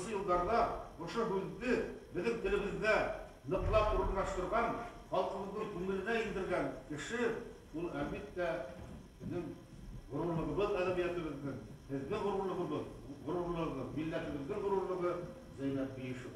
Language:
Bashkir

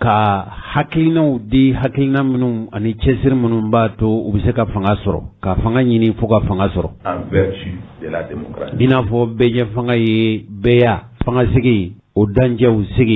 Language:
Bambara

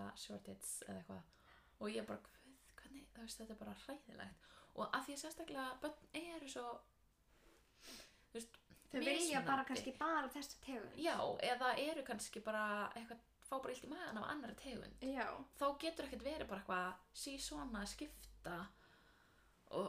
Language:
Icelandic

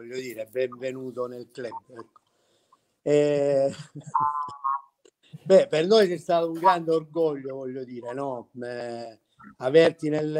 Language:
Italian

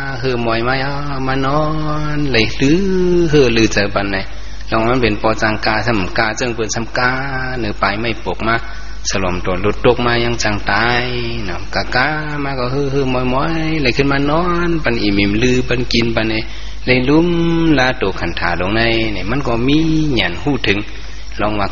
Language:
Shan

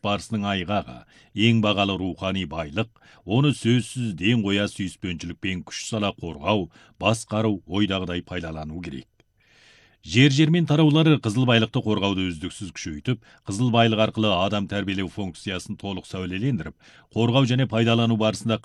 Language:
Kazakh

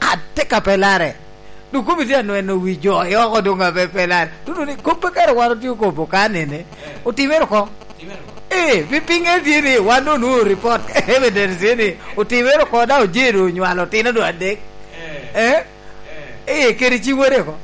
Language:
Lango (Uganda)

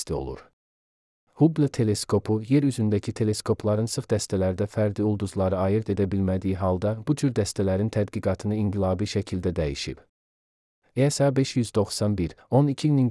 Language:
Azerbaijani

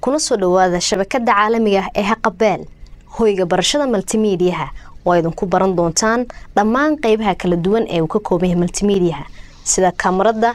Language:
Somali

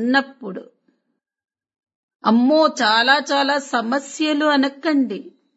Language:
Telugu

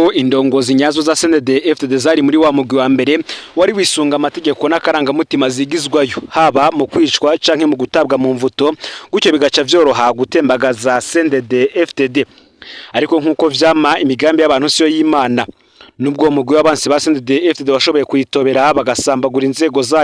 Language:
Rundi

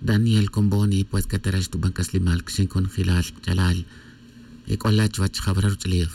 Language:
Tz'utujil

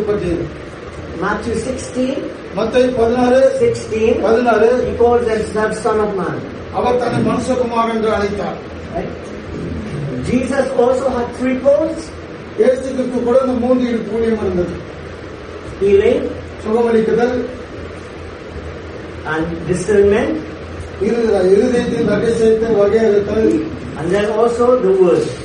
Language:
Tamil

